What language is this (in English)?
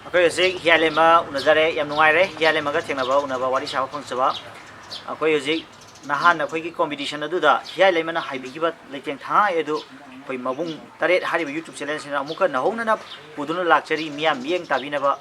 Manipuri